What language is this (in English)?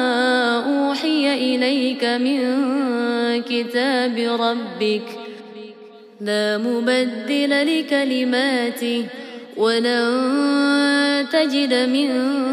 Arabic